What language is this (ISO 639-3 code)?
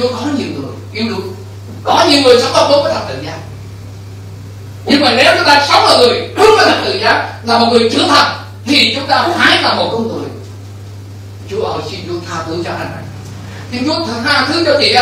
vie